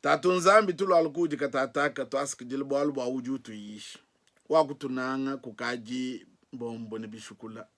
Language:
Luba-Lulua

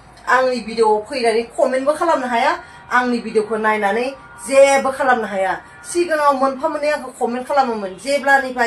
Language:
Bodo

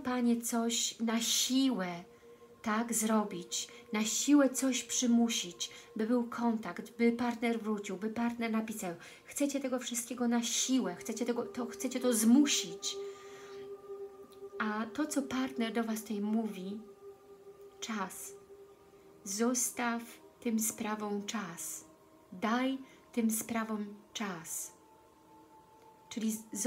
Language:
Polish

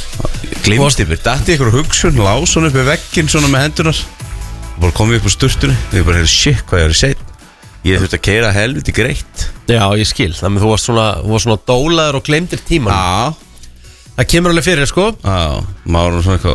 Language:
Icelandic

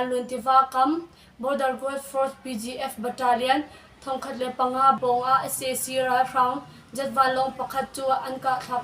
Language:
Hakha Chin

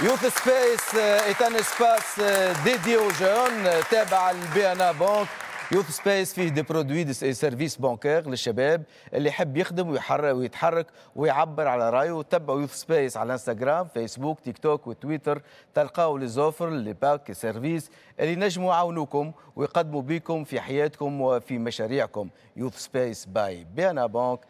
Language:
Tunisian Arabic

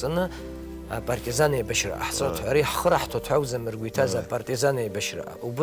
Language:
Abkhazian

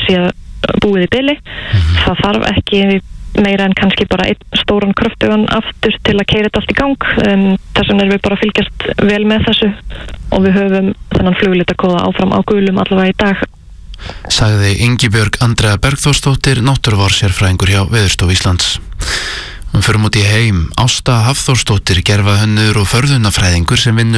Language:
Icelandic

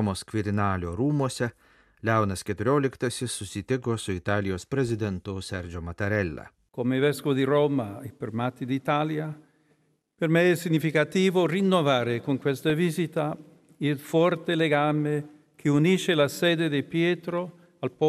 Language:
Lithuanian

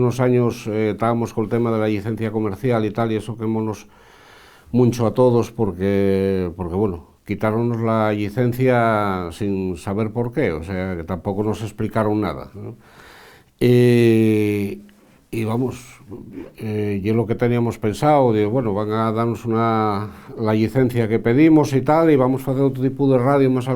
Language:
Asturian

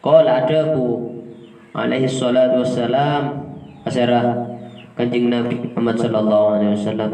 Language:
Madurese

